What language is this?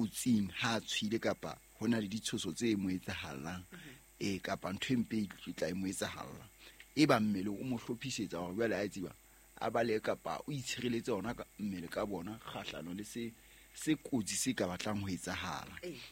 Southern Sotho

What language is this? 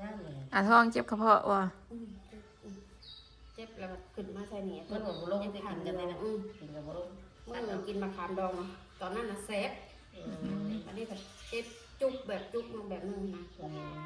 Northeastern Thai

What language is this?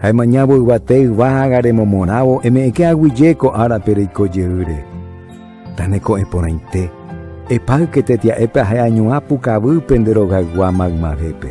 Guarani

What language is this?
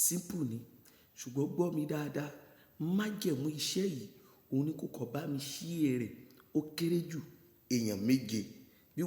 Yoruba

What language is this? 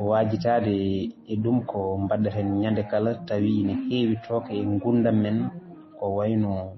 Fula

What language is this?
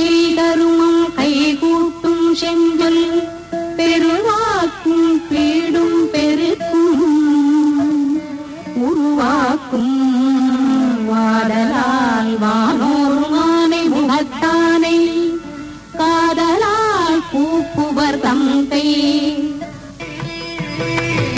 Tamil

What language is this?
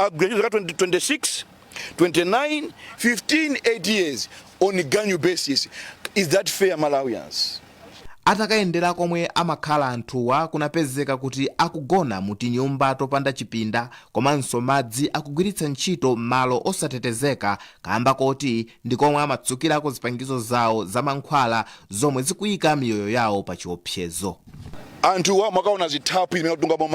Nyanja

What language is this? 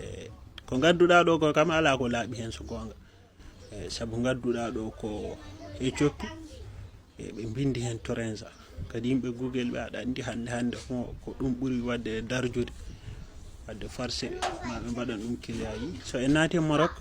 Fula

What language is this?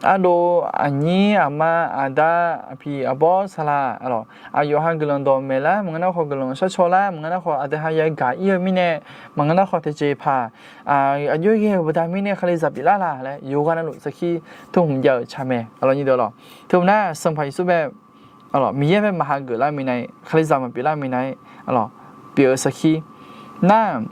Akha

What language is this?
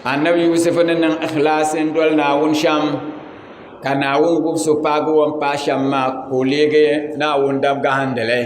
Dagbani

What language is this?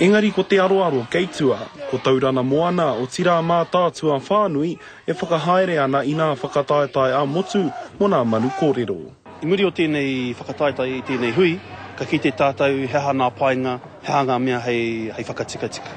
Māori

